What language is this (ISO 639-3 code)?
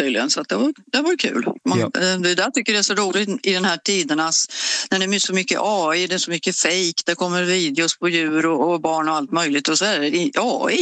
swe